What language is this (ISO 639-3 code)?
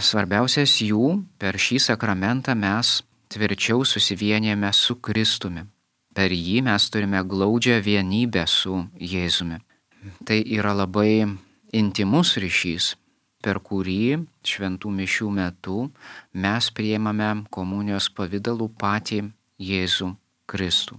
lit